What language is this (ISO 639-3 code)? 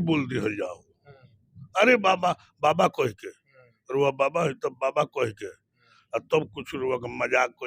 bho